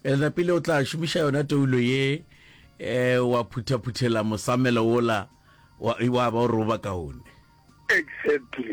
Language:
Northern Sotho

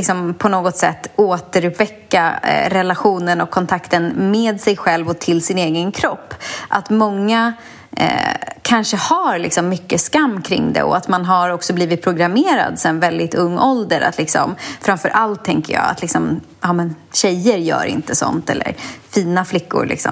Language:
Swedish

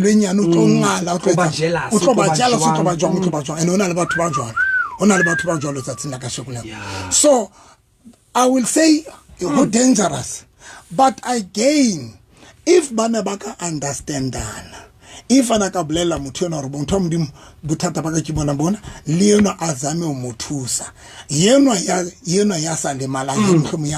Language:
Southern Sotho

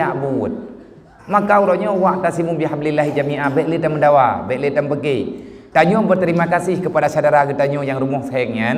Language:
Achinese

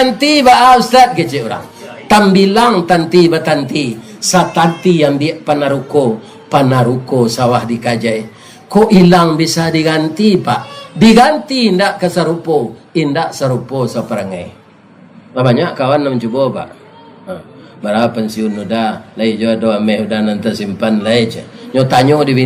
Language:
Minangkabau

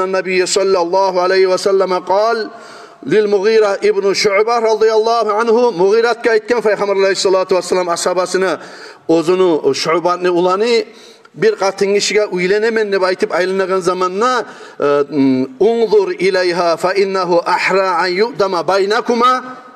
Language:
Kumyk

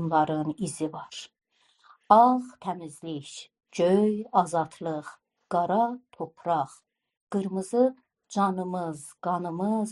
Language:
South Azerbaijani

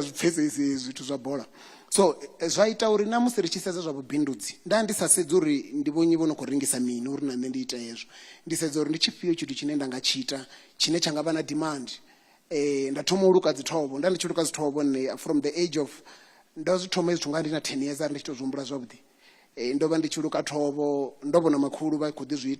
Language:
Venda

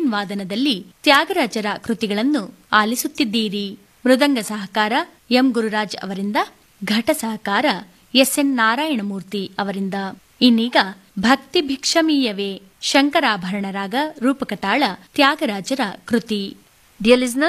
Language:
Kannada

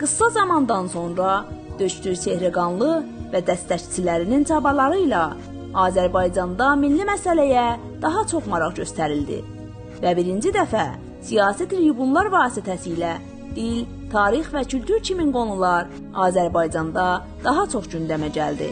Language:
South Azerbaijani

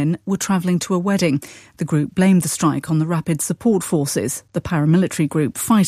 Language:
English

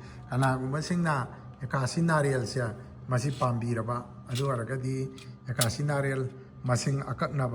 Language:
Manipuri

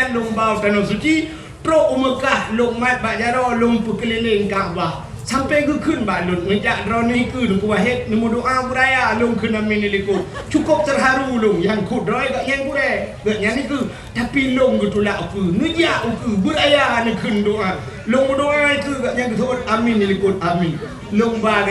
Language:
Achinese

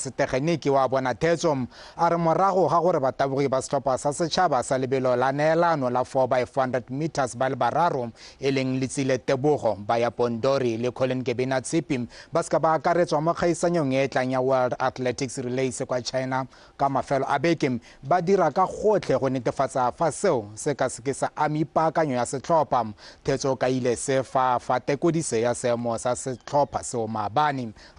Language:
Tswana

